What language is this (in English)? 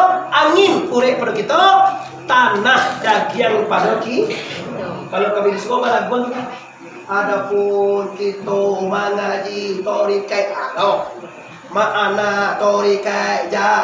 Minangkabau